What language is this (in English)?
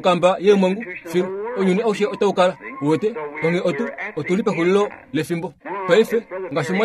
Kuanyama